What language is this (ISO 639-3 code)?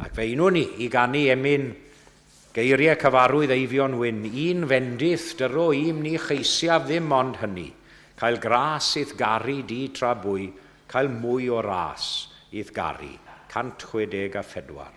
cym